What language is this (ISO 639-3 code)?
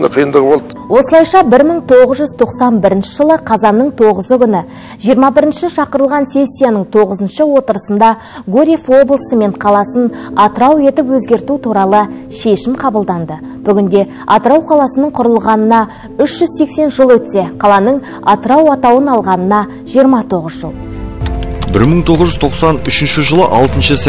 kaz